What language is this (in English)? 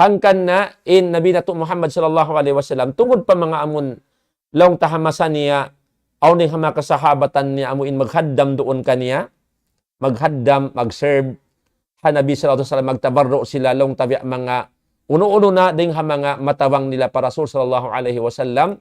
Tausug